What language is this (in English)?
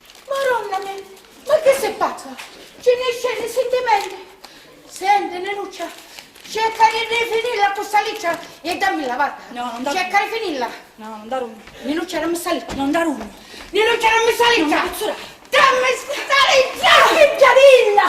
Sicilian